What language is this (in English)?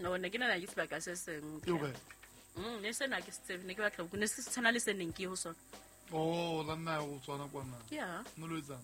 Southern Sotho